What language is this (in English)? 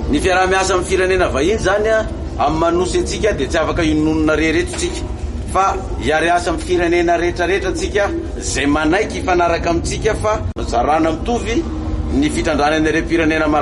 Malagasy